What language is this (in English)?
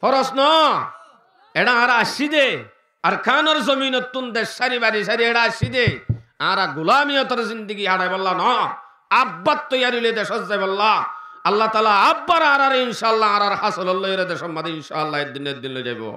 Rohingya